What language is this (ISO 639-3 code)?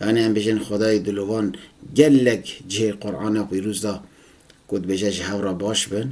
kur